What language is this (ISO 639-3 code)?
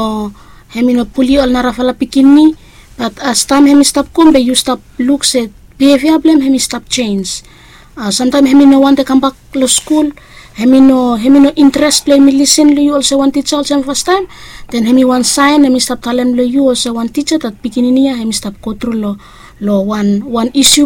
bis